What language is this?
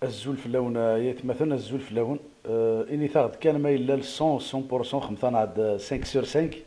Kabyle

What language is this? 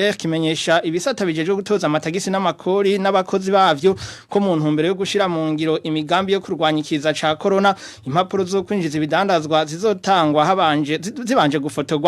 Rundi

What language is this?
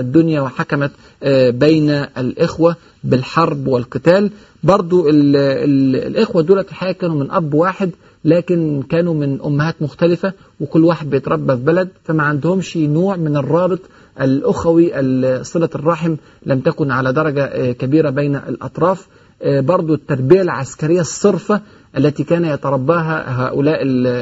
Egyptian Arabic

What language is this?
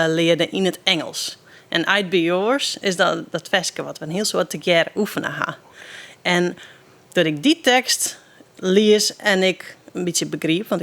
Western Frisian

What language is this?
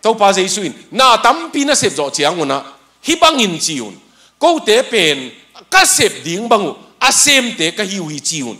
Tedim Chin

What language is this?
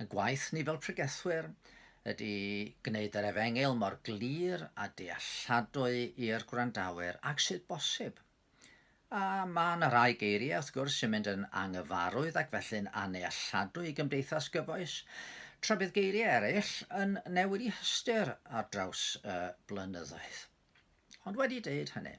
Welsh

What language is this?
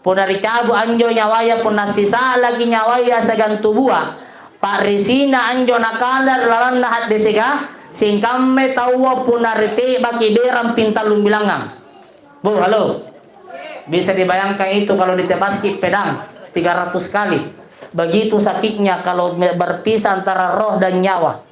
Makasar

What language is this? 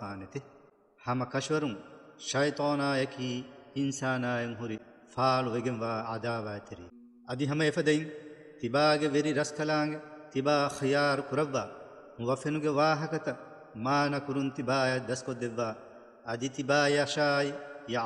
Divehi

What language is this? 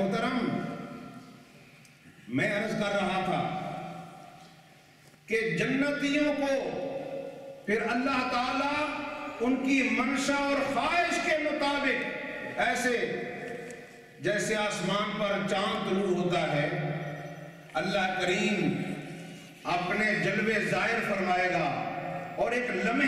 Urdu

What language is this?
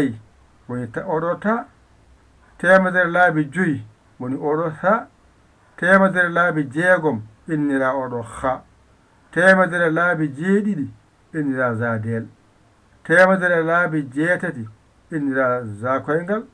Fula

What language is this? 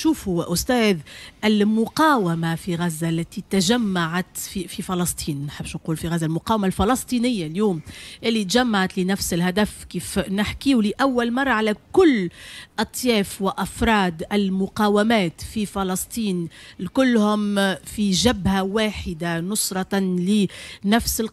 Tunisian Arabic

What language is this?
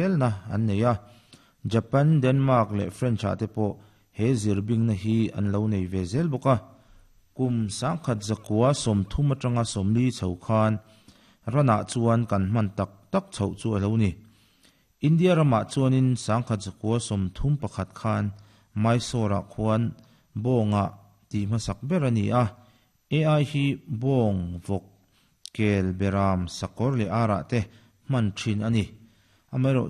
Mizo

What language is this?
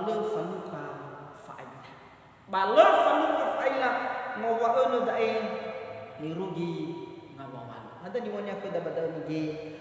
Nias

